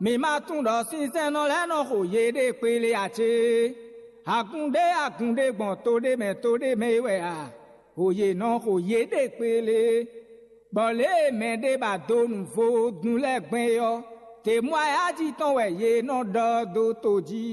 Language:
Fon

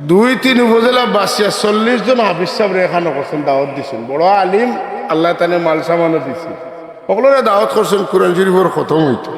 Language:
Sylheti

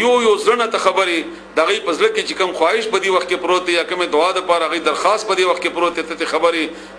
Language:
Pashto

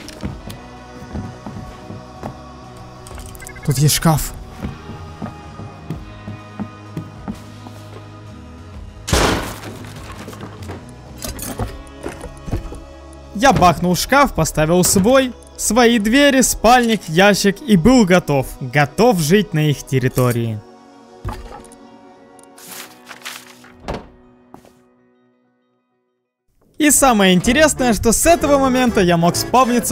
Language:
Russian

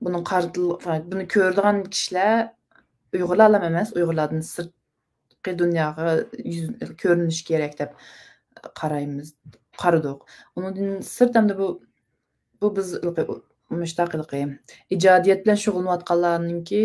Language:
Uyghur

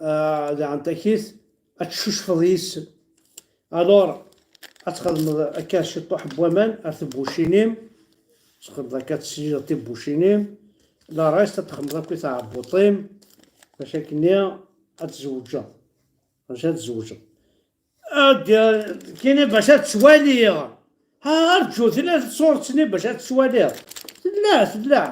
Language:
Kabyle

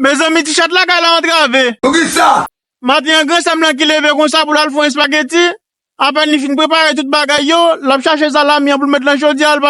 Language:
Haitian Creole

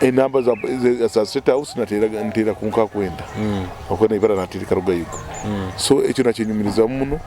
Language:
Nyoro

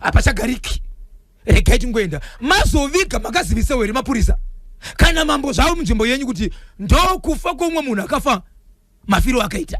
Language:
Shona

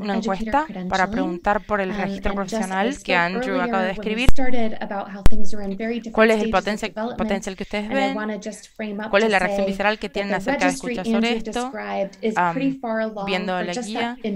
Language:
Spanish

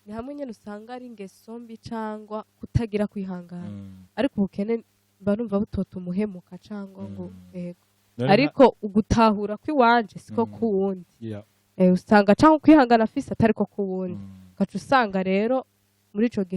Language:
Rundi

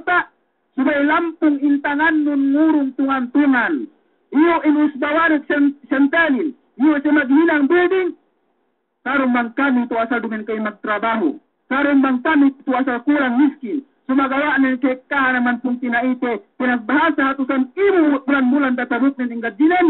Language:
Yakan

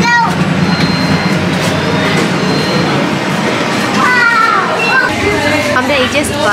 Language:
Bangla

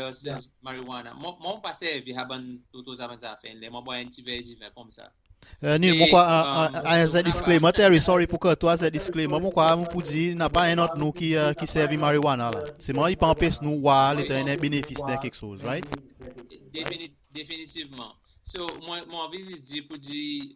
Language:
Seselwa Creole French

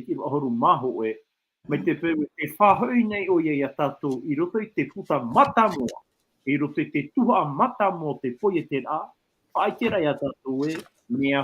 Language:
Tahitian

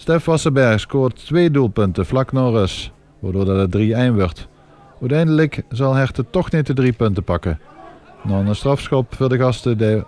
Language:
Limburgish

